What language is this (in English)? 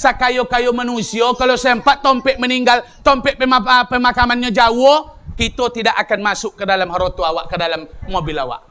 Minangkabau